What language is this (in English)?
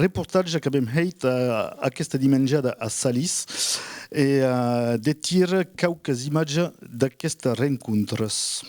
Occitan